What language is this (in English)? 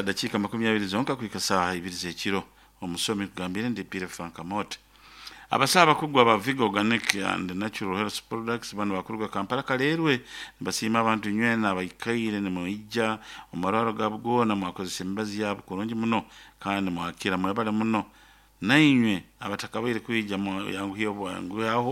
Nyoro